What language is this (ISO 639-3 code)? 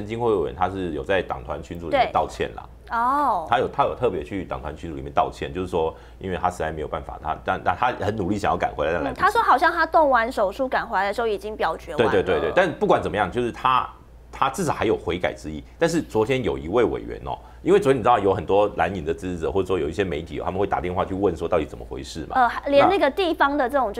zho